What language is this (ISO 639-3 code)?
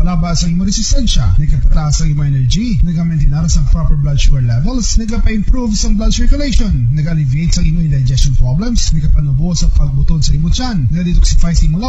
hil